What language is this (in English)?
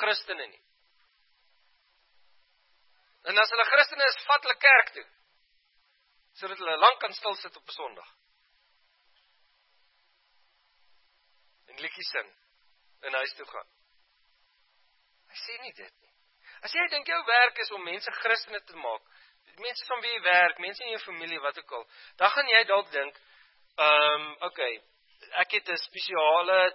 Afrikaans